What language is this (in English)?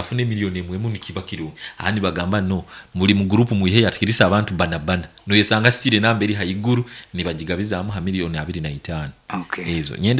Nyankole